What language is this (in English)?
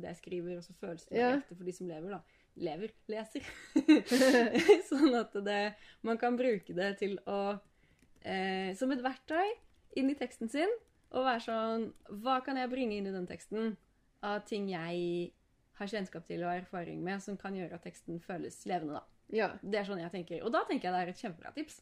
Norwegian